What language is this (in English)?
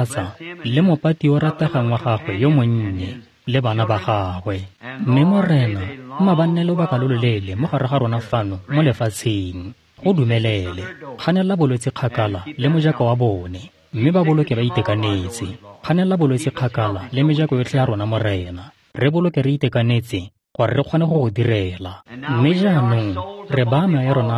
Tswana